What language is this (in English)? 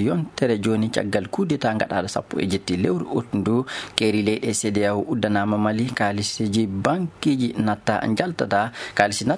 Fula